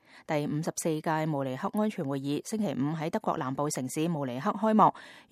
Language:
Cantonese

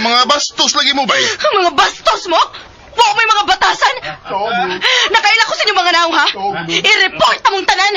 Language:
Cebuano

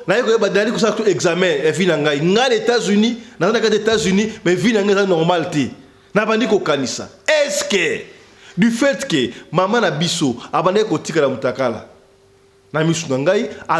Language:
Lingala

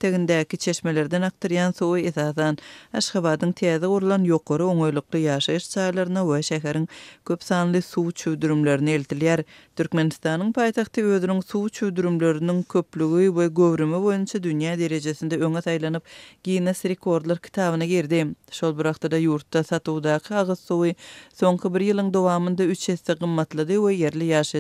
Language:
Turkmen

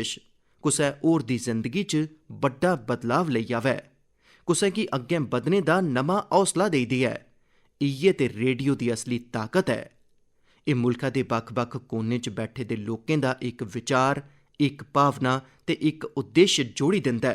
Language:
Dogri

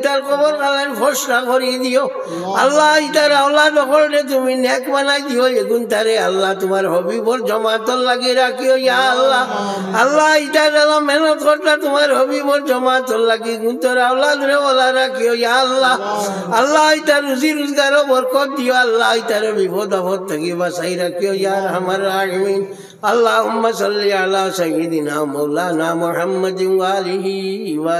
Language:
Sylheti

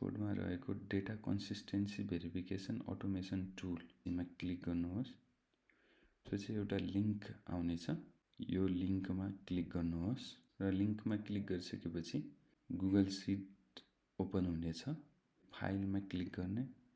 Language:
Nepali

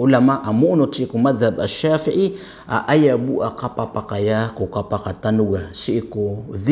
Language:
Maranao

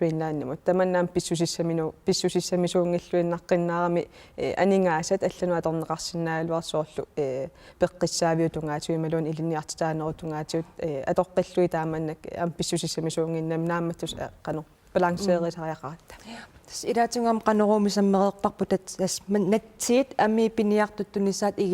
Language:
Kalaallisut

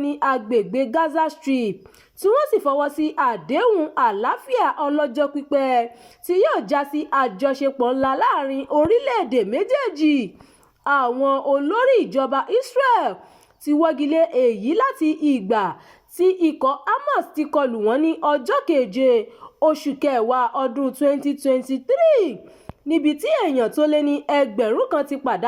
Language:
Yoruba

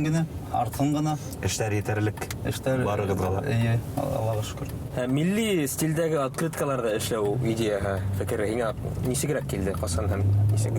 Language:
Bashkir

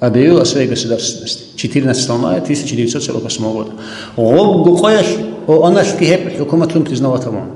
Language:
Avaric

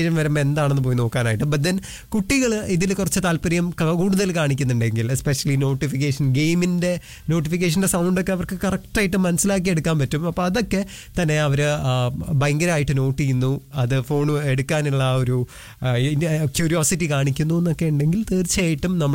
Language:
Malayalam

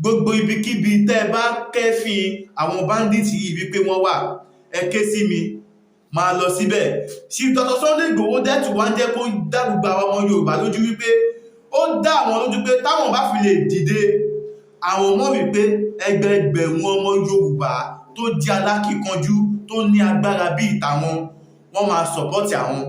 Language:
Yoruba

